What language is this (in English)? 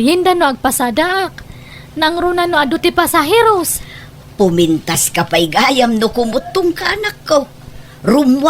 Iloko